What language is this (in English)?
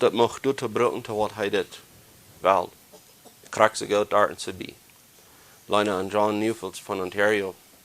Plautdietsch